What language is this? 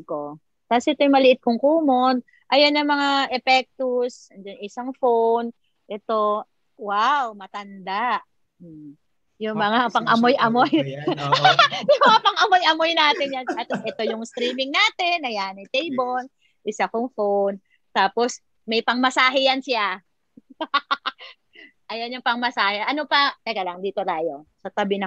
Filipino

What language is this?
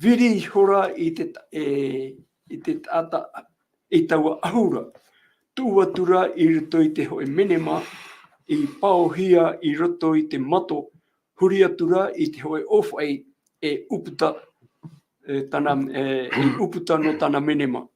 Tahitian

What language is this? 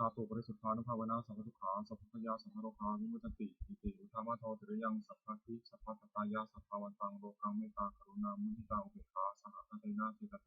Pali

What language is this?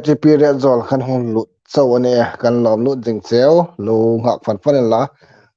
Hmar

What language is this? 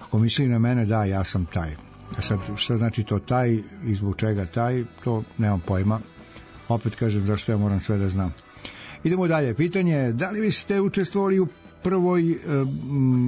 Serbian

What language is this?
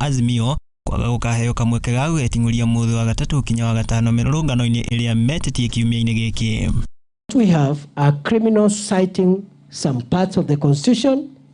Kikuyu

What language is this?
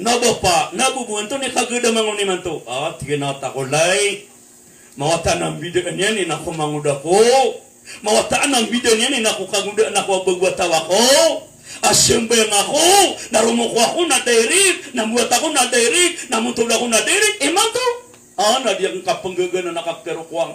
Maranao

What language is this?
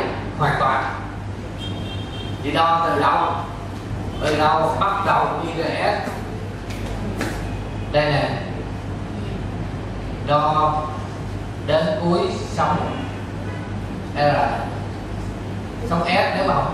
Vietnamese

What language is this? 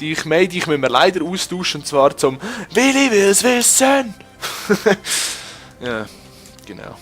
Swiss German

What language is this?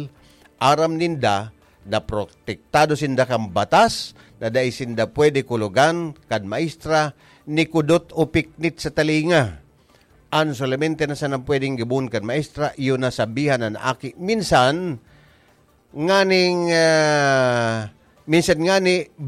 Bikol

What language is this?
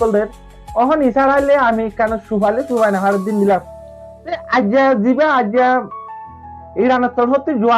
Rohingya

